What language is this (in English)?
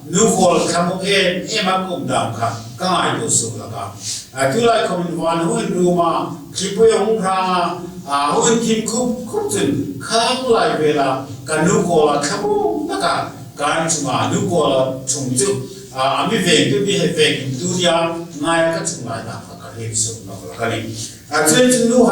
Hmar